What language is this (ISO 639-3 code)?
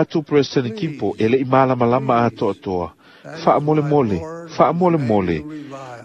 smo